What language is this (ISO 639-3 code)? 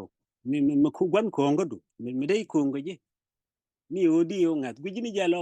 nus